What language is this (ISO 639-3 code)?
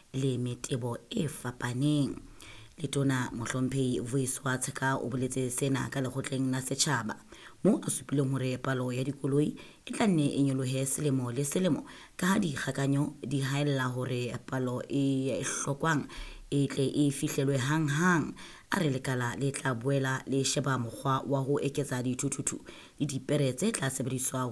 sot